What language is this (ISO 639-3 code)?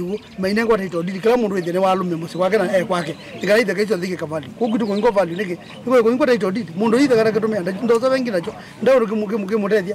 kam